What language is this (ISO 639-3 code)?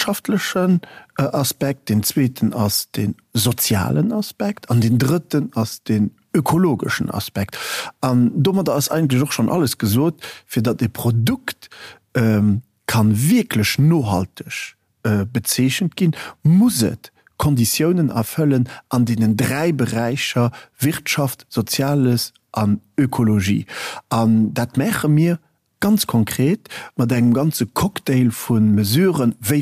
ltz